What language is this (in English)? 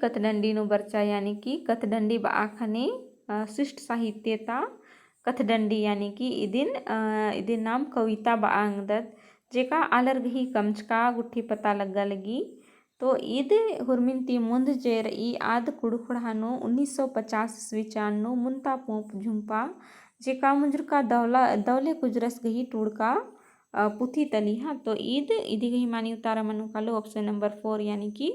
Kurukh